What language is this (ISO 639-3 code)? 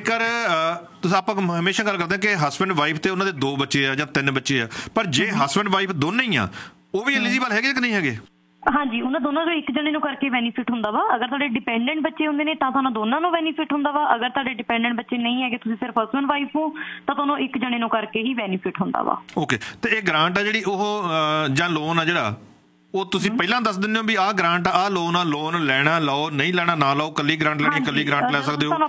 pan